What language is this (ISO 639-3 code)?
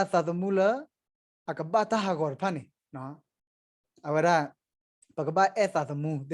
ksw